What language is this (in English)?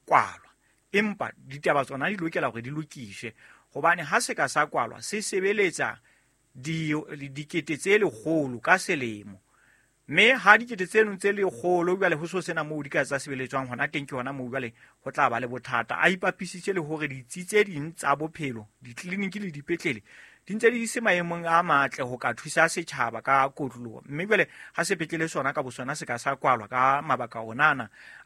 Southern Sotho